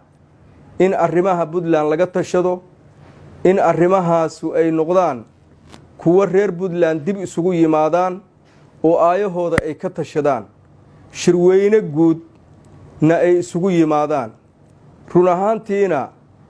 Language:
Somali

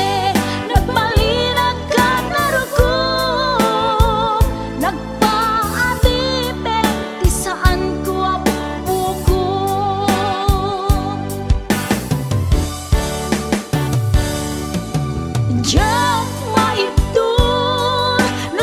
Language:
Iloko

